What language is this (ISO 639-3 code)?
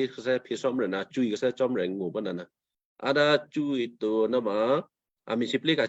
kyu